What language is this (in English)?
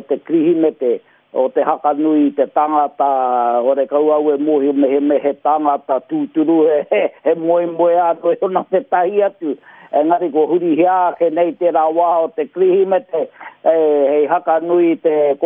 Māori